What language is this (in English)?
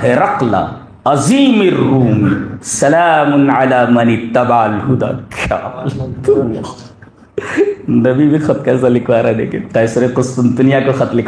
Urdu